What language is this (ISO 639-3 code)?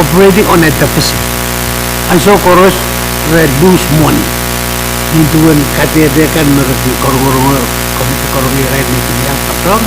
pon